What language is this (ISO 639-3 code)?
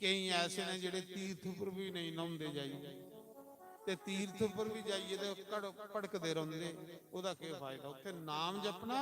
doi